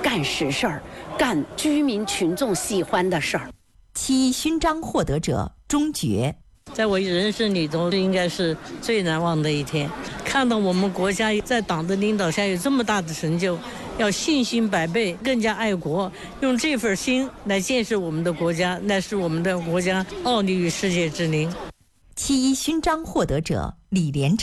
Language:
Chinese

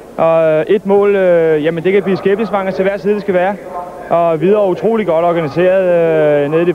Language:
Danish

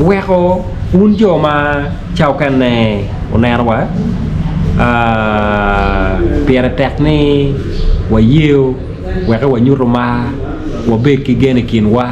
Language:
Acoli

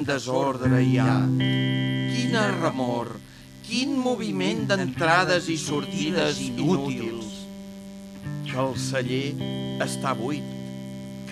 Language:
Catalan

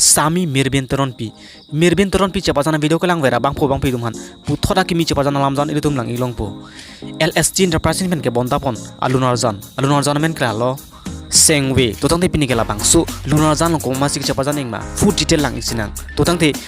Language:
Karbi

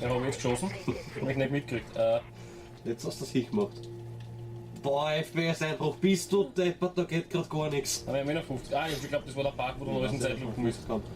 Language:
Bavarian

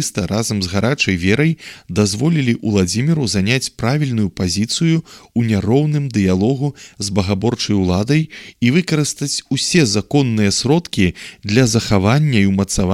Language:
Belarusian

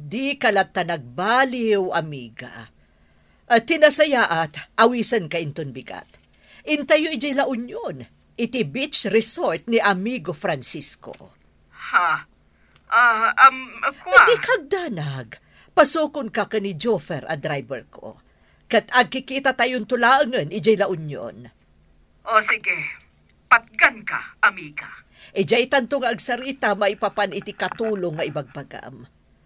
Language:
Iloko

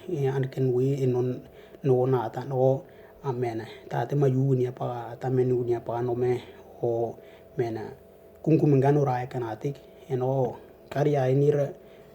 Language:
Western Dani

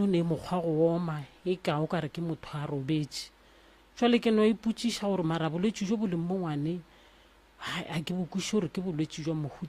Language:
Northern Sotho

